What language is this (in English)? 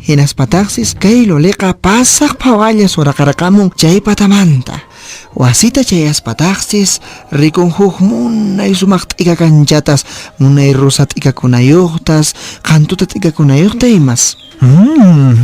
Quechua